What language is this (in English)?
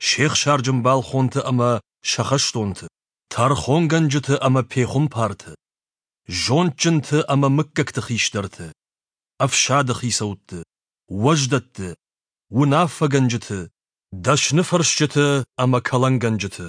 Ossetic